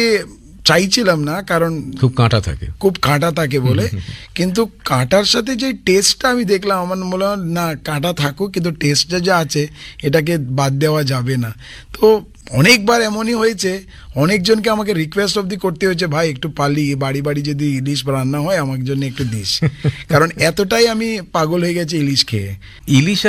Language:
Bangla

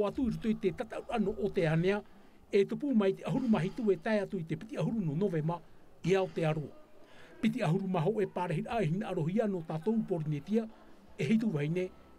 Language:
Tahitian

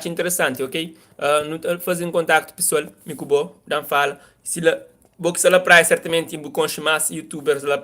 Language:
Kabuverdianu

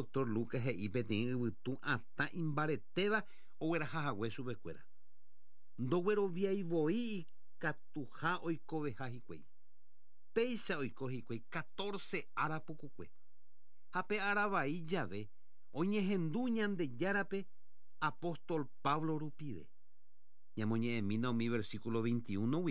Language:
Guarani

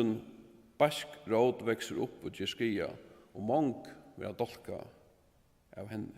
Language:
Faroese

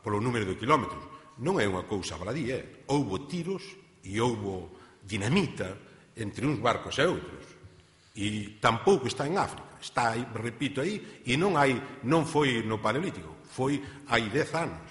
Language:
Galician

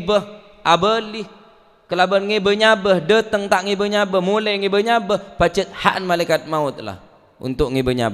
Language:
Madurese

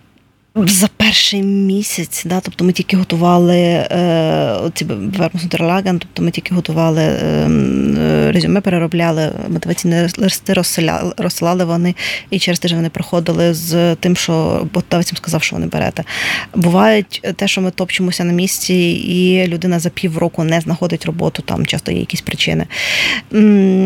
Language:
Ukrainian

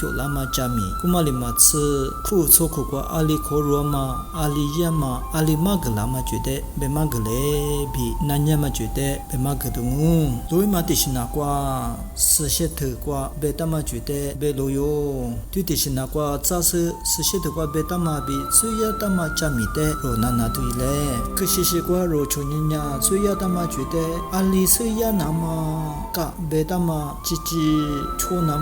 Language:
Lisu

